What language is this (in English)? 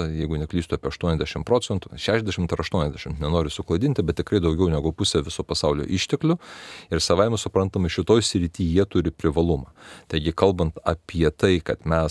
Lithuanian